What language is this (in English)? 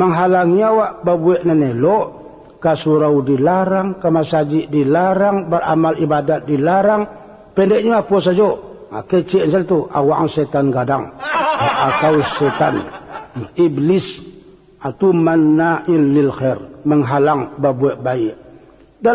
Minangkabau